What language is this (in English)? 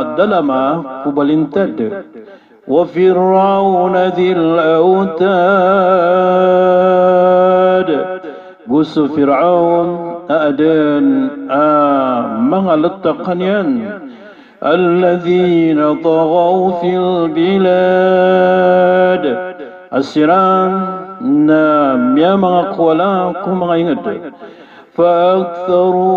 Maranao